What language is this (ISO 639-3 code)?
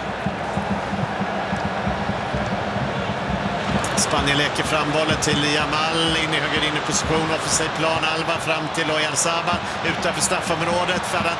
swe